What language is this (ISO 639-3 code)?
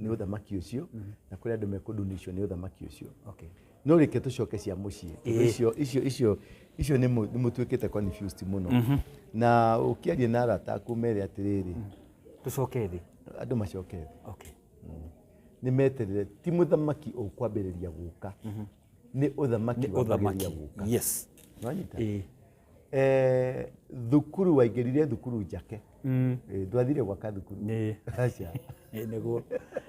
kik